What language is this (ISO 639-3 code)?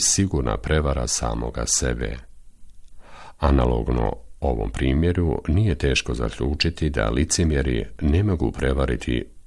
bos